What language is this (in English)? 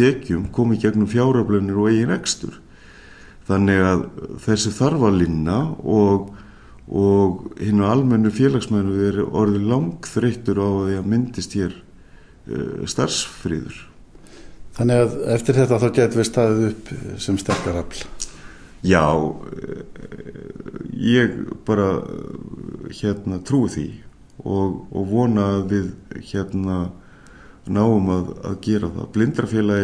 Icelandic